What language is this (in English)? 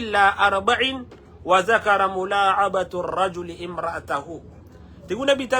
Maranao